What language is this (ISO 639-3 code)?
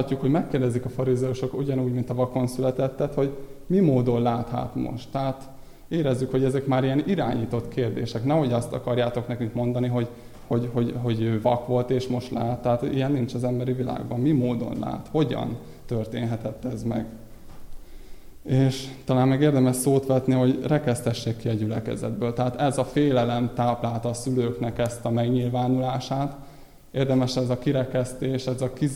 hun